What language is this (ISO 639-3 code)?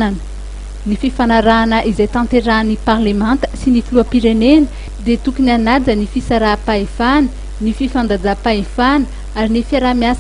mlg